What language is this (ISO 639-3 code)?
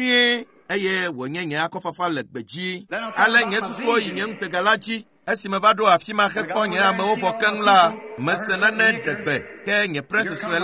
ewe